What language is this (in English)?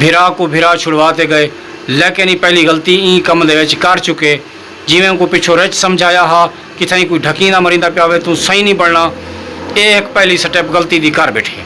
Saraiki